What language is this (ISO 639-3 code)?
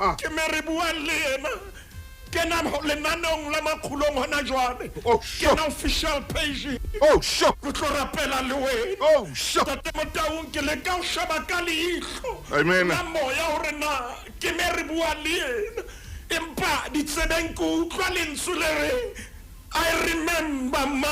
sot